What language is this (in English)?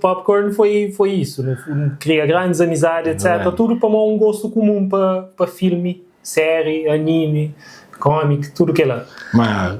Kabuverdianu